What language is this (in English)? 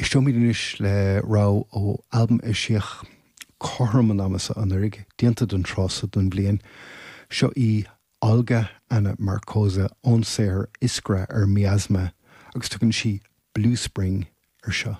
Irish